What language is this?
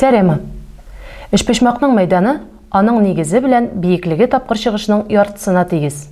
Tatar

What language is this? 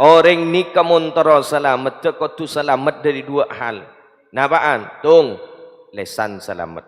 Madurese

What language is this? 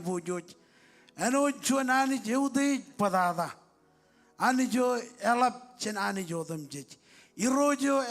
Marshallese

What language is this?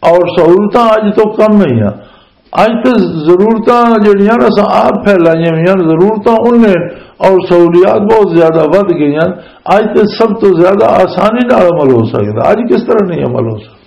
Western Panjabi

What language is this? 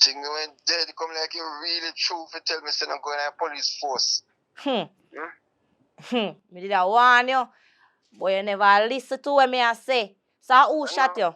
Jamaican Creole English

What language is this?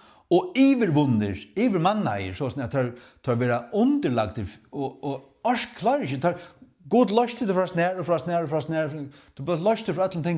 Faroese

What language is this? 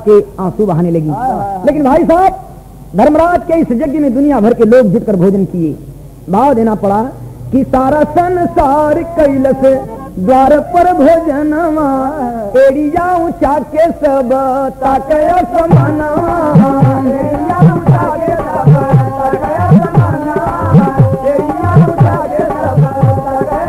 Bhojpuri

